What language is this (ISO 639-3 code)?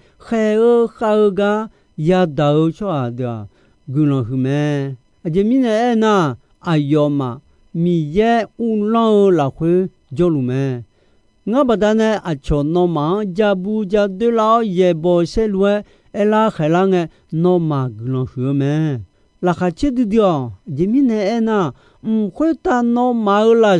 ahk